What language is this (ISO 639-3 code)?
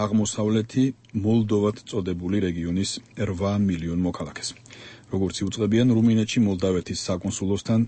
kat